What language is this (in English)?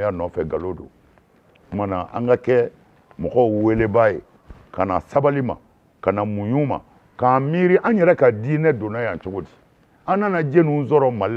Bambara